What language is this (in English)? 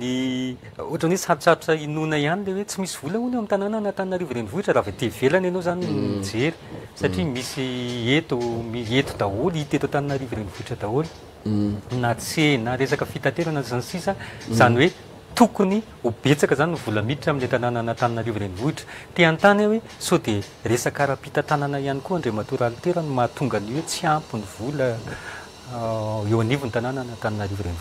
Malagasy